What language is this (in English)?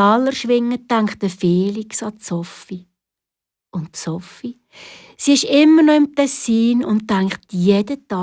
Swiss German